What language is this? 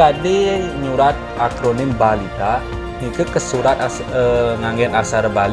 Balinese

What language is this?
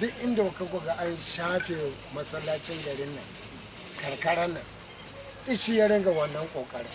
Hausa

